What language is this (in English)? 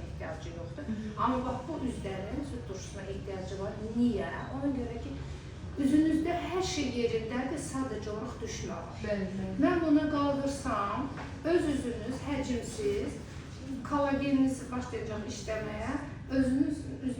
Azerbaijani